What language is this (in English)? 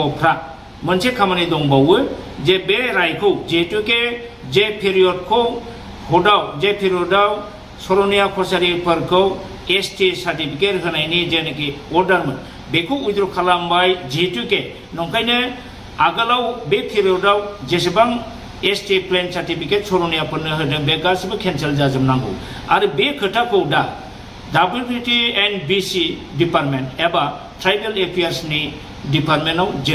Bodo